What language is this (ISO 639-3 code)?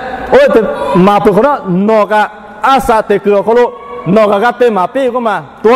lhu